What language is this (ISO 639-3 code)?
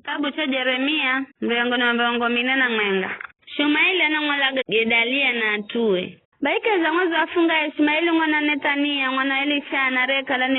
nyf